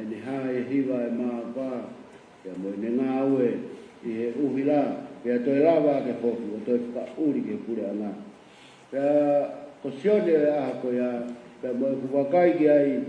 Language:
Tongan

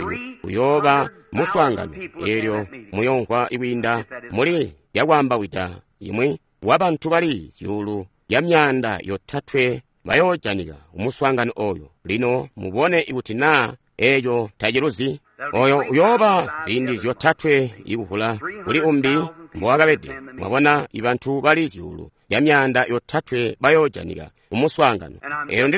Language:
Tonga (Zambia)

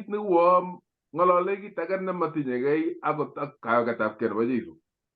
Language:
Kalenjin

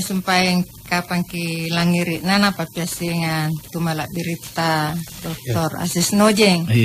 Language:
Makasar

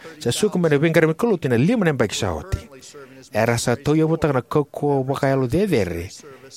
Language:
Fijian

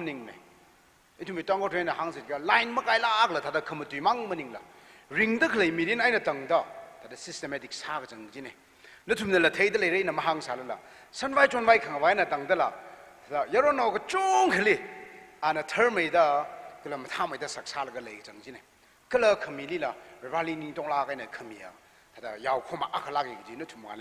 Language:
Tangkhul Naga (India)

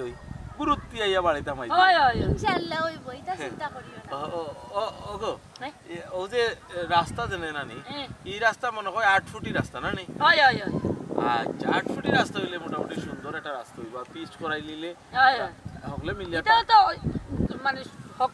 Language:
Sylheti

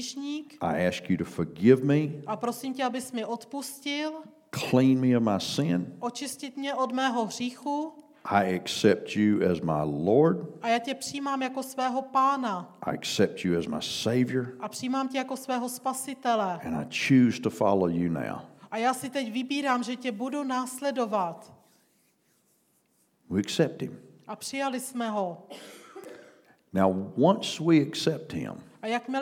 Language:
Czech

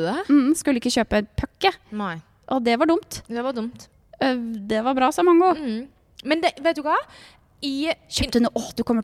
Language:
Norwegian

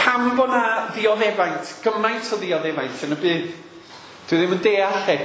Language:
Welsh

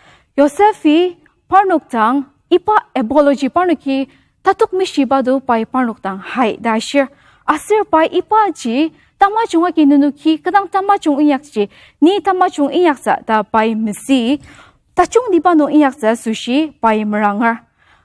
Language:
Ao Naga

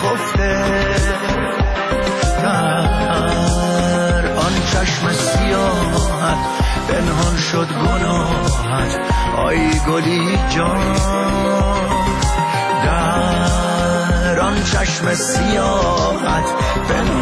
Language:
Persian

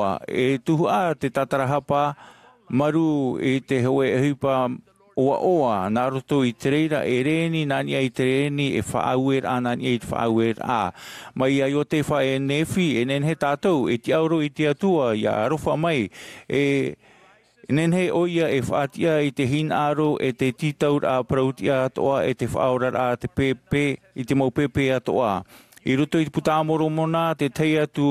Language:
Tahitian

